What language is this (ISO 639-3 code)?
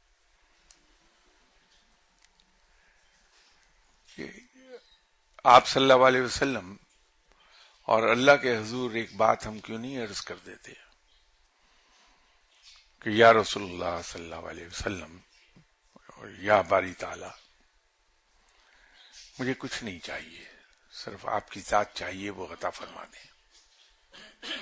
urd